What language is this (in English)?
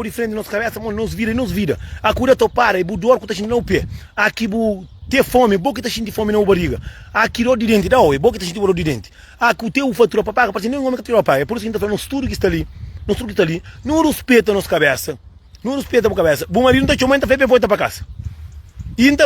Kabuverdianu